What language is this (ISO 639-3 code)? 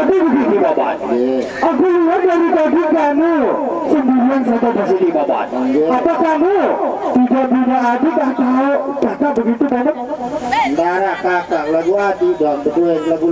sas